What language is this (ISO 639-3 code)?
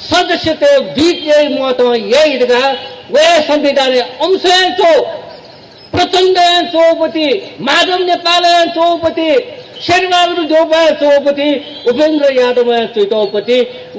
new